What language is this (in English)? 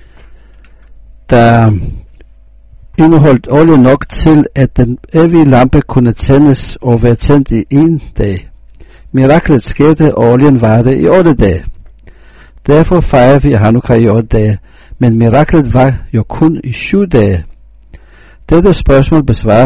Danish